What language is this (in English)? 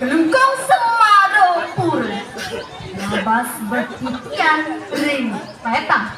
Balinese